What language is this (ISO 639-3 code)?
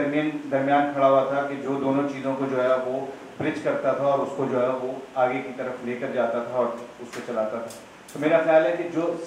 urd